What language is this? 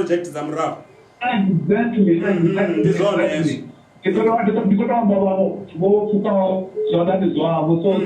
Venda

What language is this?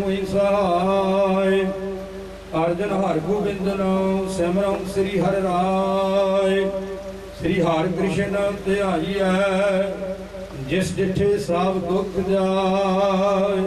Punjabi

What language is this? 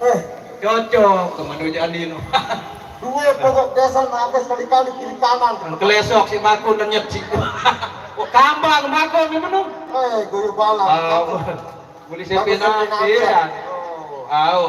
Sasak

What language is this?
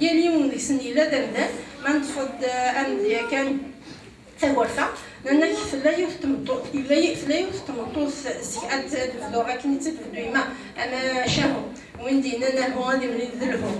Kabyle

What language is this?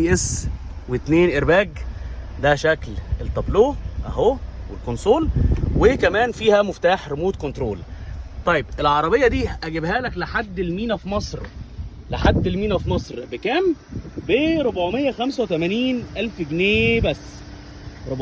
Egyptian Arabic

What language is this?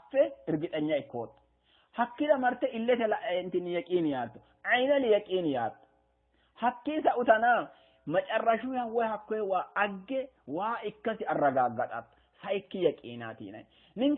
Sidamo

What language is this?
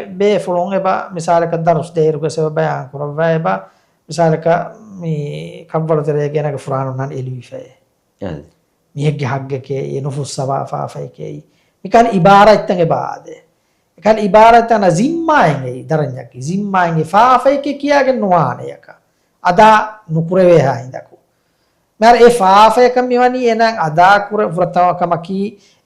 Divehi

